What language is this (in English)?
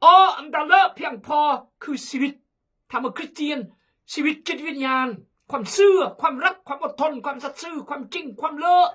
Khmu